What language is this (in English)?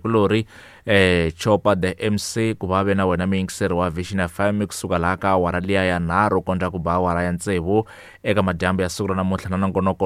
Tsonga